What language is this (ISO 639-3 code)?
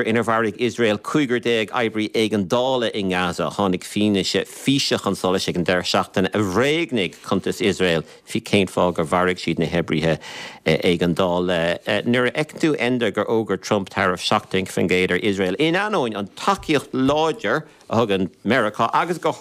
gle